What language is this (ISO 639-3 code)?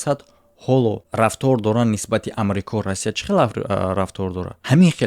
tgk